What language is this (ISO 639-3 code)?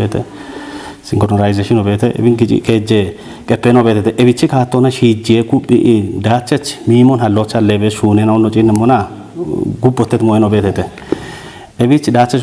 kbr